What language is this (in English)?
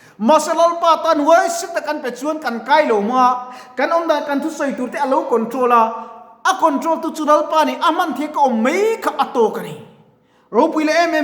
Mizo